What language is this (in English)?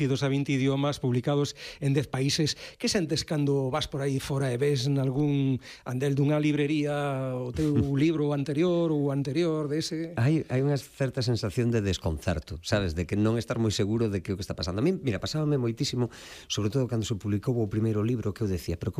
Galician